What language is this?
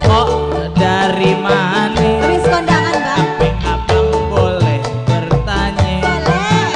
Betawi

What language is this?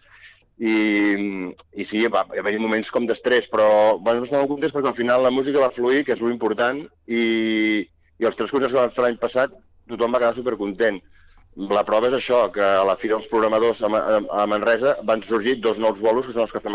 Catalan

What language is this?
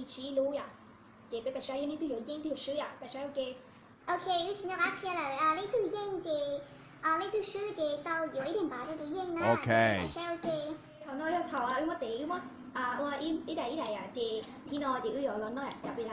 Hmong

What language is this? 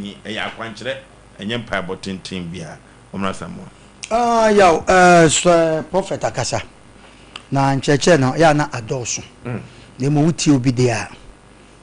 Akan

